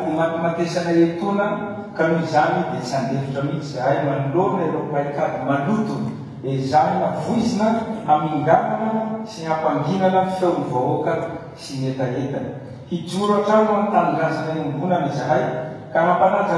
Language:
Malagasy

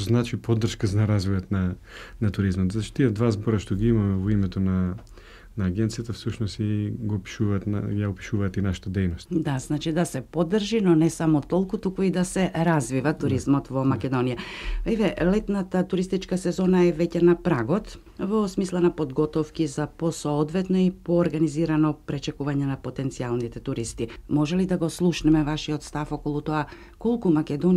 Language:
Macedonian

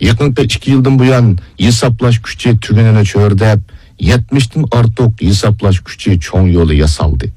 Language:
Uyghur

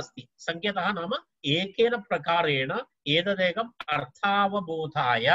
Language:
Sanskrit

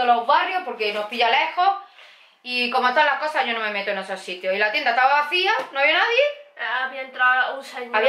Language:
Spanish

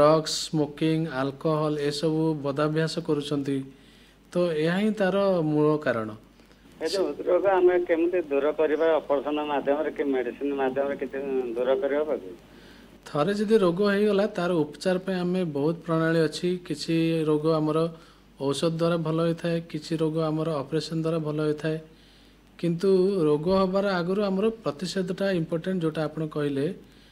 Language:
Odia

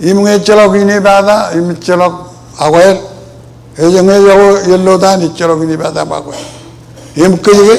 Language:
Marshallese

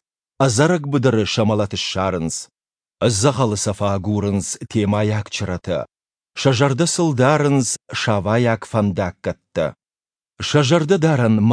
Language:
Ossetic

